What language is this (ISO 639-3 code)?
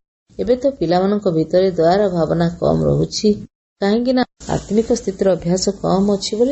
ori